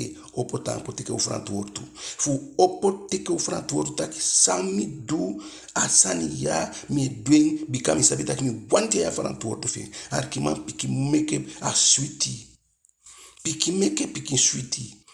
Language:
Eastern Maroon Creole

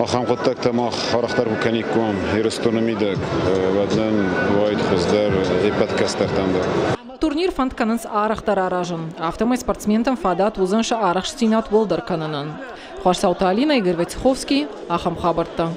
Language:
Ossetic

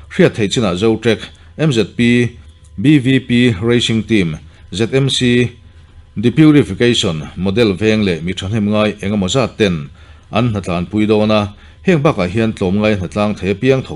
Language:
Mizo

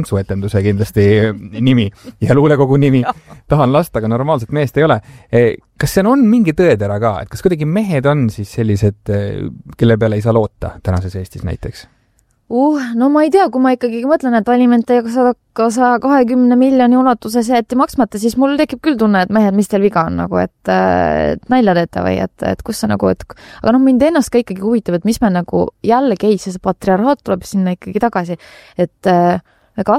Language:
Estonian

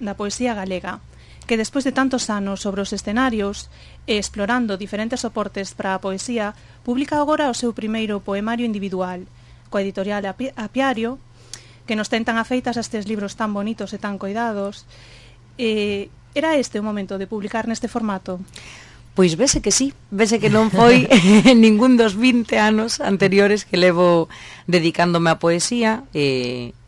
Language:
Galician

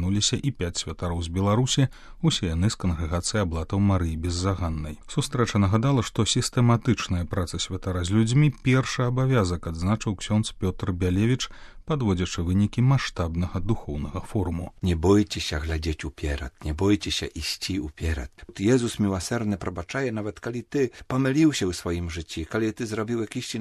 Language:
Belarusian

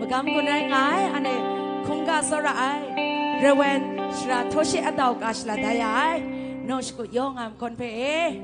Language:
Kachin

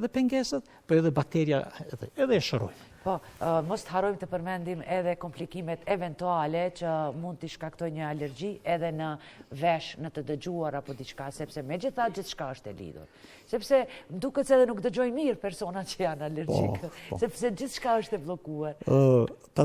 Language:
Albanian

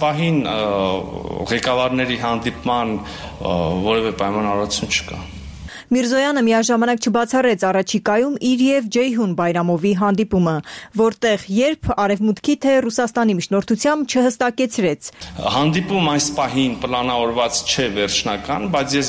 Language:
Armenian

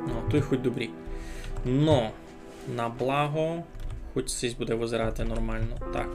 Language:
Rusyn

